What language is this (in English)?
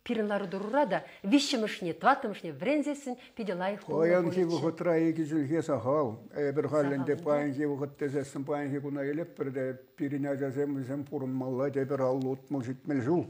Chuvash